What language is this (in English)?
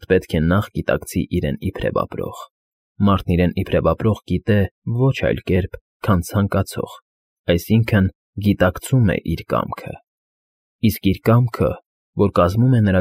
Armenian